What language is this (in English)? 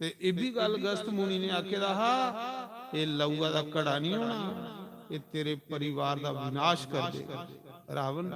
Dogri